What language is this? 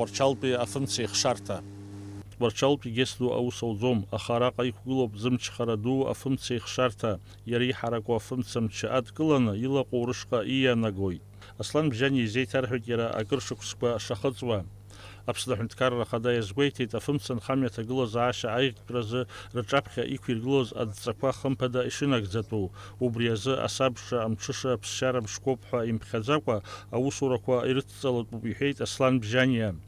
Abkhazian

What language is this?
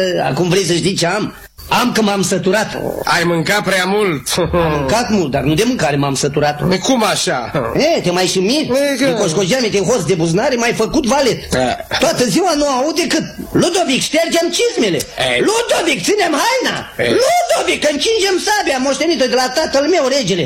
Romanian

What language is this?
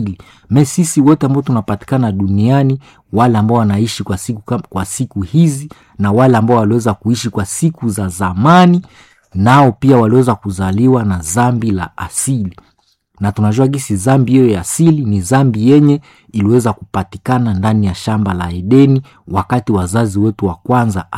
Swahili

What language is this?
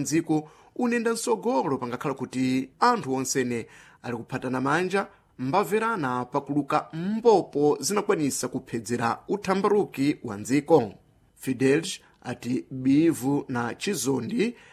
Sena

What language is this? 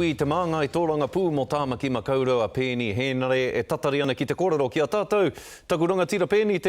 Māori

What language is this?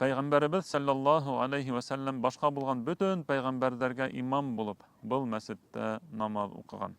Bashkir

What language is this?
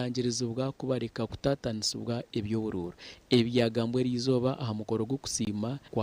Nyankole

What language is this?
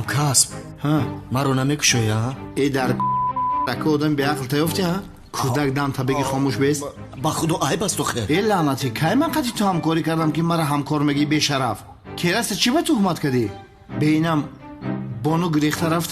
Tajik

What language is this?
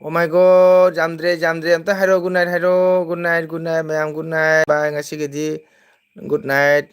Manipuri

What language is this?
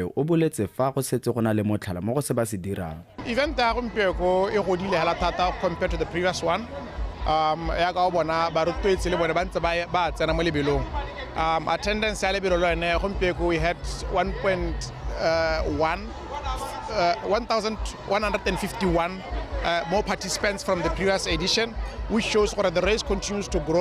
Tswana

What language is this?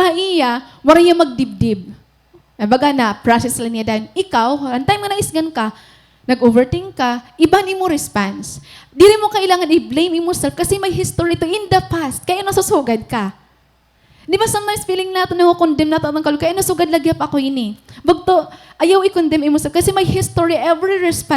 Waray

